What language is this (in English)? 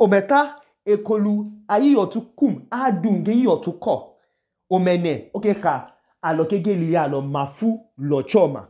Idoma